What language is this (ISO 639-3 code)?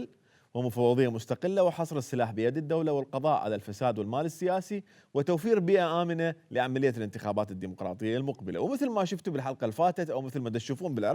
acm